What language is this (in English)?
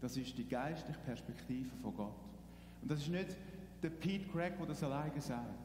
Swiss German